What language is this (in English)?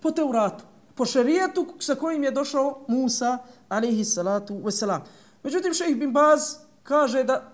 Bosnian